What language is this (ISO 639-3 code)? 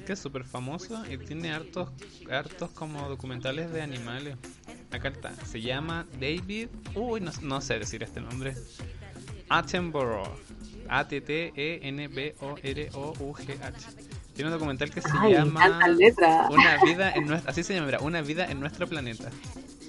spa